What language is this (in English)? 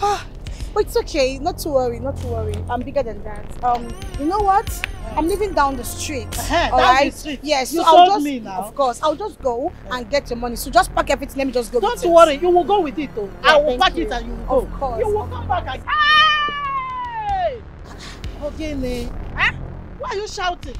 Nigerian Pidgin